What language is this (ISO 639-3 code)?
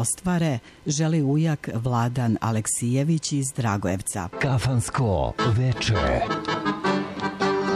srp